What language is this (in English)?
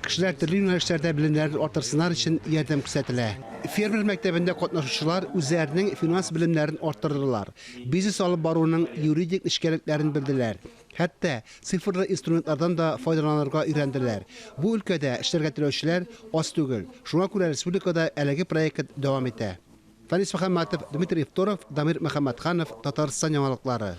Tatar